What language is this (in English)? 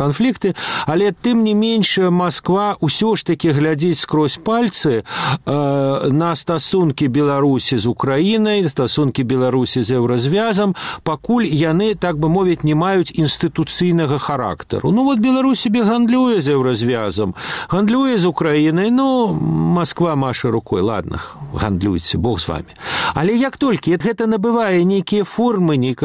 Belarusian